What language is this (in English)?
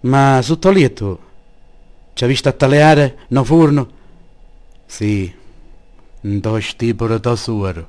Sicilian